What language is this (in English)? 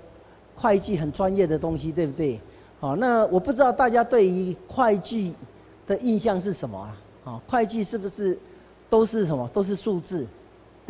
Chinese